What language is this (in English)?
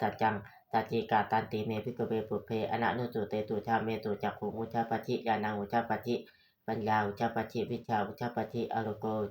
Pali